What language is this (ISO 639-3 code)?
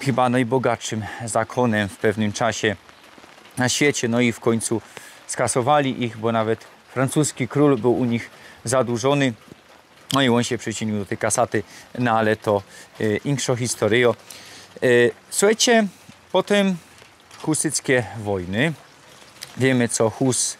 szl